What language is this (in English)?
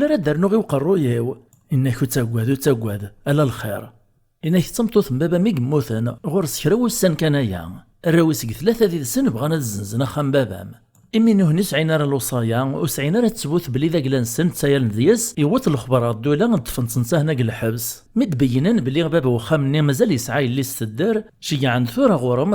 Kabyle